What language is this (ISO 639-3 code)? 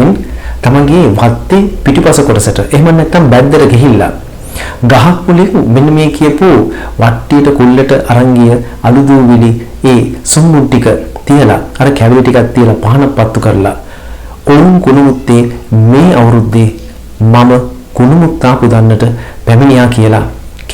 sin